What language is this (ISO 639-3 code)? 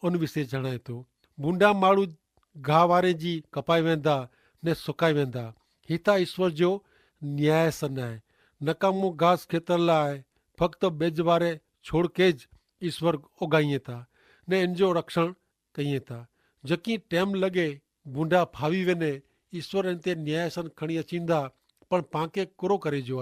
kfr